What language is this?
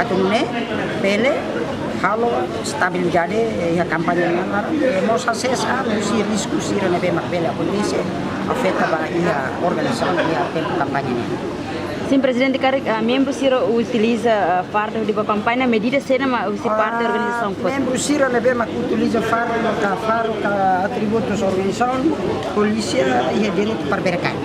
Tetum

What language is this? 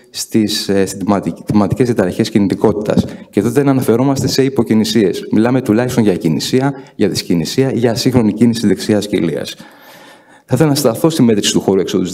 Greek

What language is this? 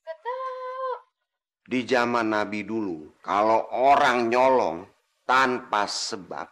Betawi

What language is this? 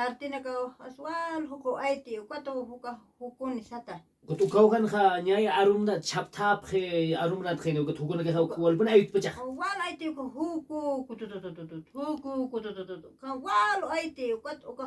Aymara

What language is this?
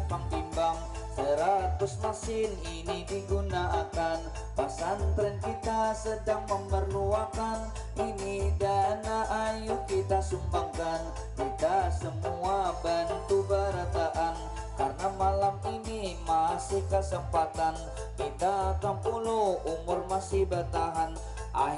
Banjar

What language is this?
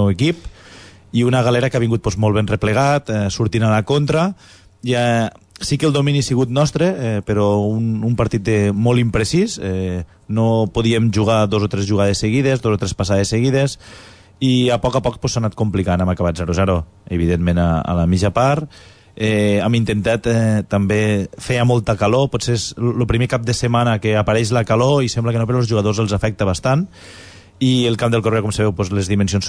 Catalan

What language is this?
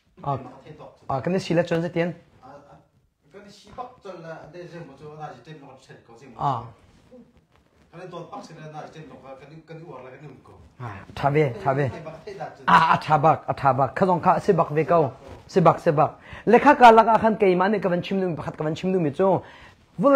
Thai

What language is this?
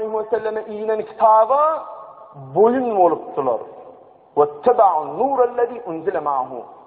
Turkmen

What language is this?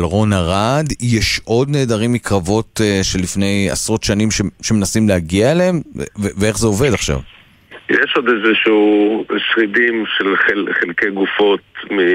Hebrew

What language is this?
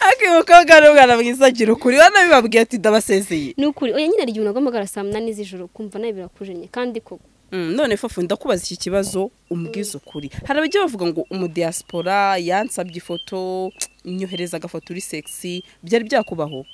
Kinyarwanda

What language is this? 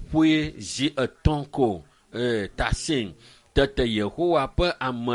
Ewe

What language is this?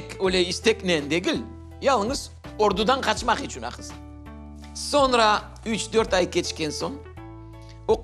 Crimean Tatar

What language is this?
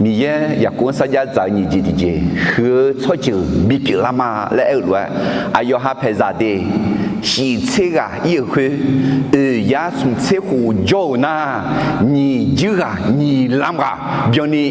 Akha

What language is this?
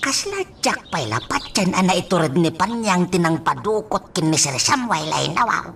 Iloko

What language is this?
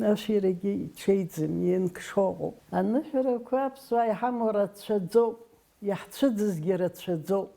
Abkhazian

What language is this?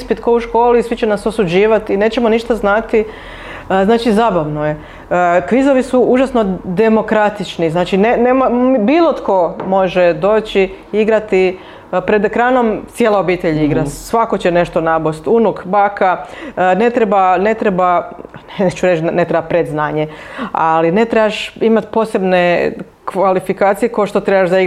Serbian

